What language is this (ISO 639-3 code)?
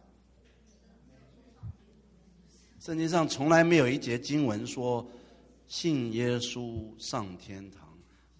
zho